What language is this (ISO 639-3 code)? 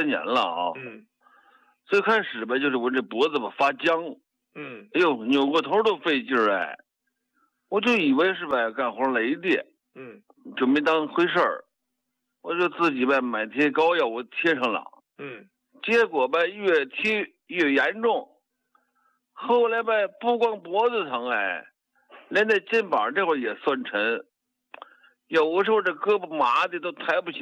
zho